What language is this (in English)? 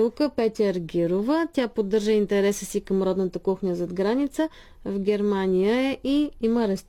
Bulgarian